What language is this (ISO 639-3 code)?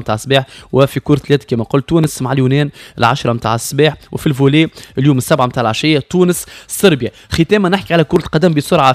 aeb